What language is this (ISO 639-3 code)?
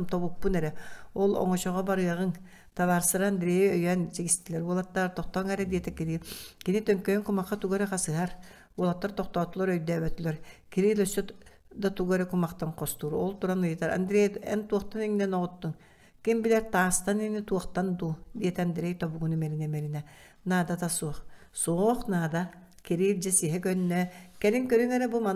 sah